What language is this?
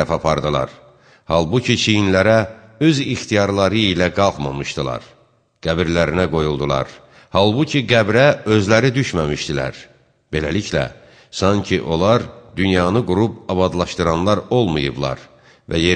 Azerbaijani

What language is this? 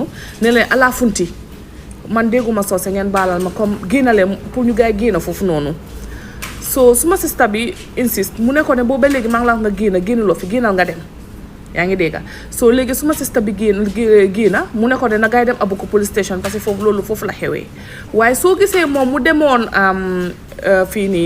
Wolof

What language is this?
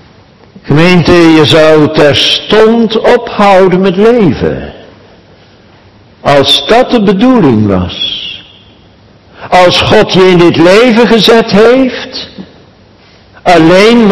Dutch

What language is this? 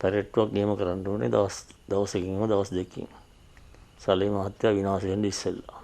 Sinhala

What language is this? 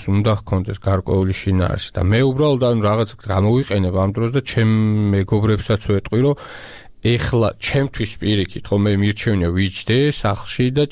Georgian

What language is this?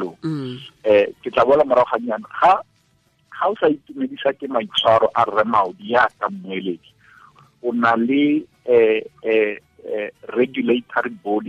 Tswana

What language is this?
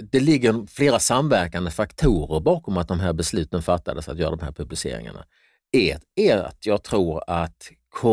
Swedish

